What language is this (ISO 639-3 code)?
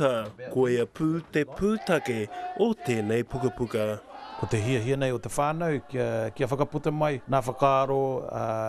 mri